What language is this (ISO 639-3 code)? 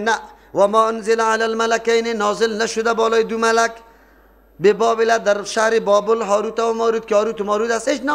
fas